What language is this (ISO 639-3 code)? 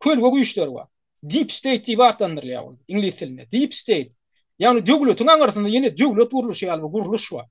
tuk